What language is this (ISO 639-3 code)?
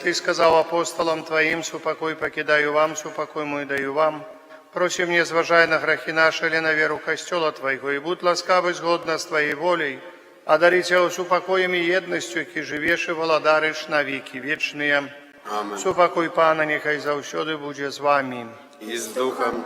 bel